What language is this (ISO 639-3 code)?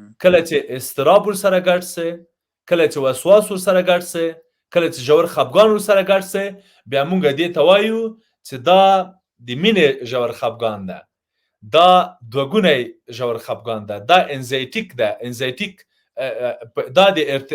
pus